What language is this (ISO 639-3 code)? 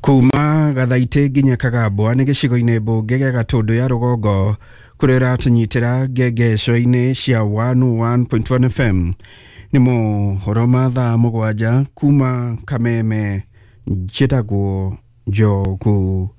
kik